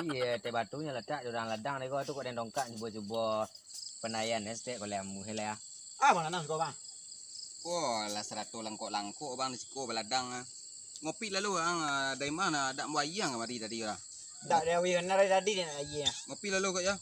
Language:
Minangkabau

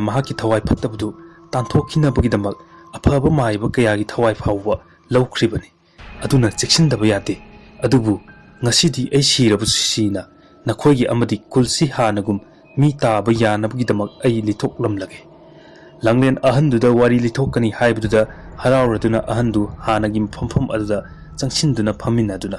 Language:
Manipuri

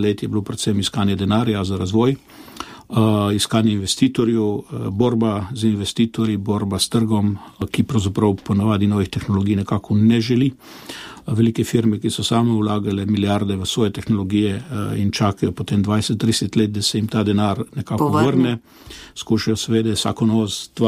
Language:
Slovenian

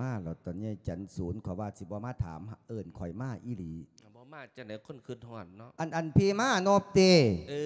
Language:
Lao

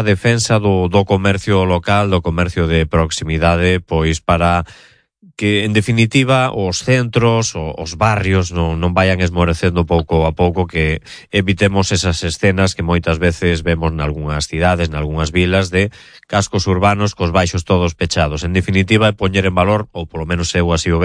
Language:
Galician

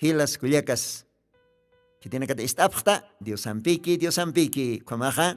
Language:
Aymara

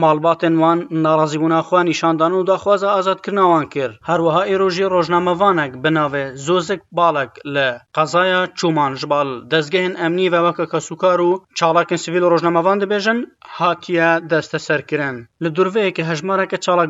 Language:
Kurdish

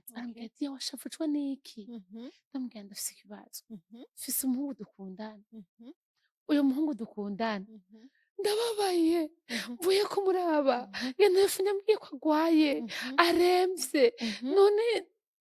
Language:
Rundi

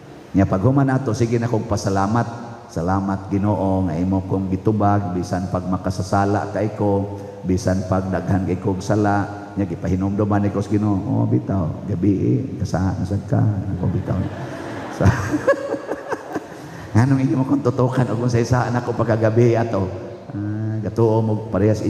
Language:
Cebuano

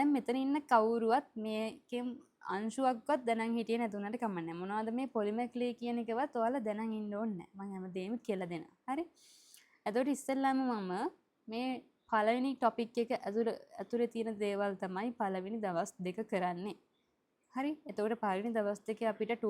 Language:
Sinhala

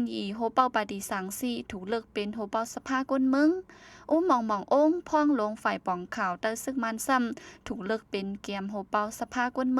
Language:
Shan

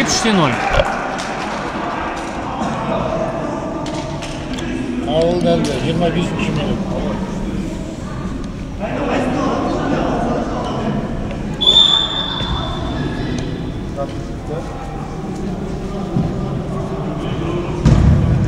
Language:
Kazakh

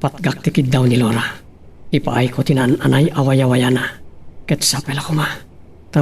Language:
Iloko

